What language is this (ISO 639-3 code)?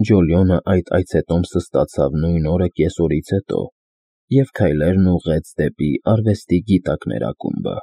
hye